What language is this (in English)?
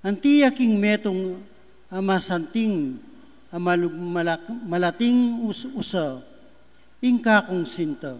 Pampanga